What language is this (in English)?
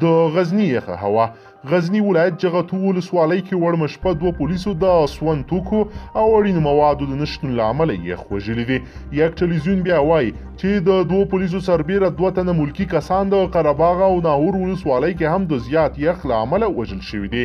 Pashto